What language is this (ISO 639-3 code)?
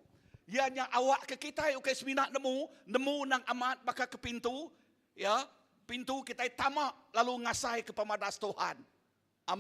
iba